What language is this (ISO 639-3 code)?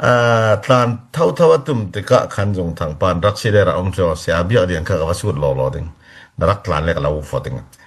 cfm